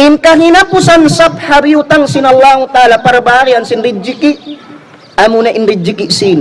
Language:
Tausug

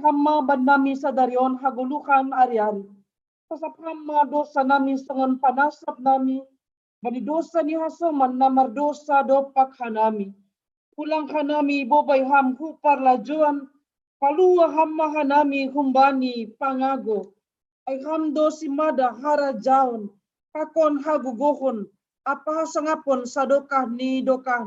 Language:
Batak Simalungun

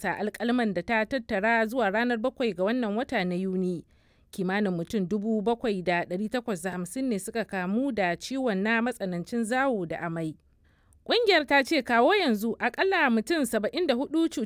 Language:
Hausa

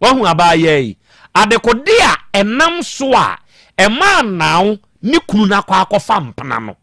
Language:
Akan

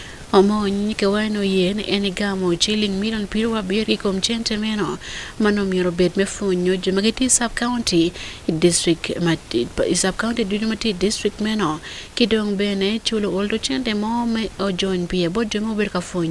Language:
Acoli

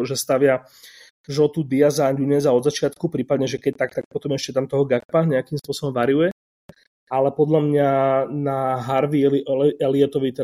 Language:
Slovak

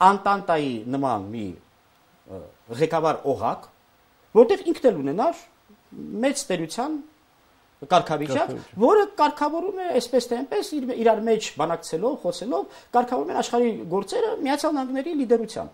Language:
Armenian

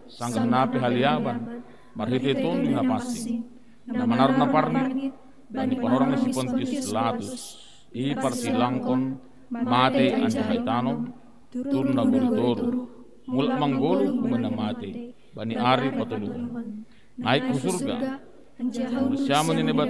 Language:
Batak Simalungun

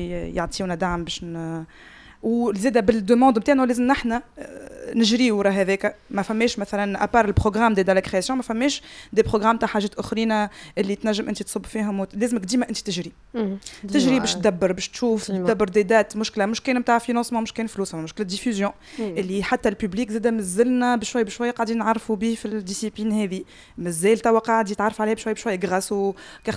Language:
Tunisian Arabic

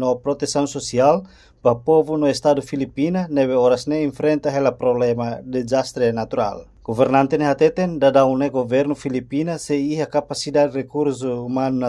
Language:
Tetum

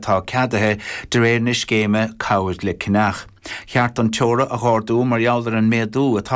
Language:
Irish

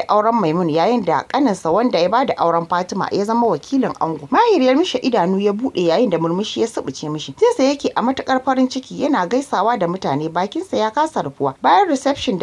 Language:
Hausa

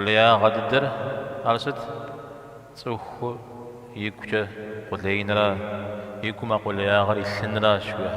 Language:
Kabardian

